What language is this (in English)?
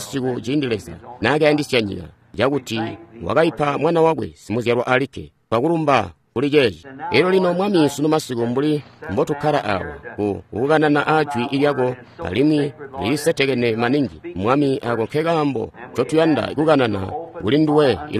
Tonga (Zambia)